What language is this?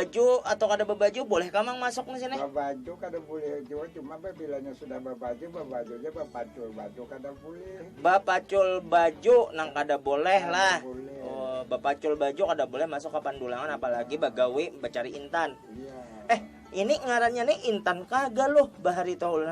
Banjar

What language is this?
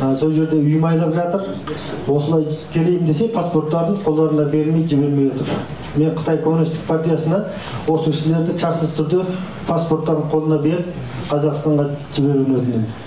Kazakh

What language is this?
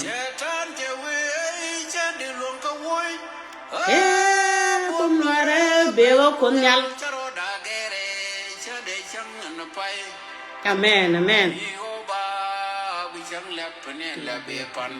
Nuer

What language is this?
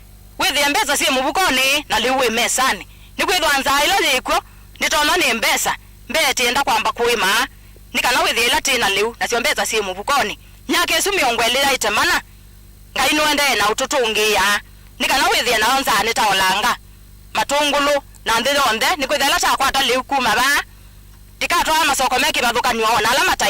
Kamba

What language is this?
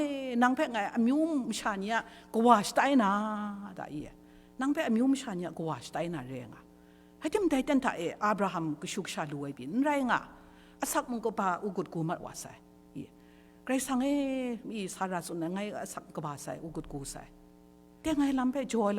Kachin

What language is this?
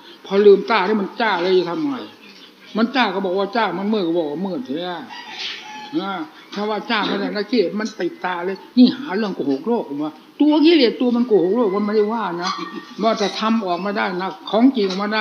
Thai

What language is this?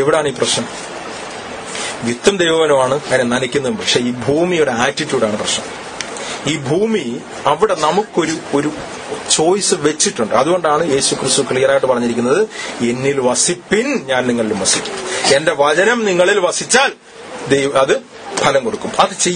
Malayalam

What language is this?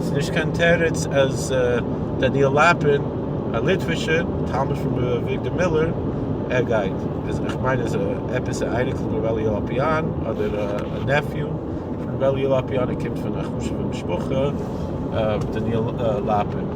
Yiddish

